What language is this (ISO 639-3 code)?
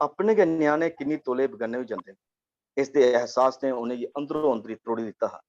doi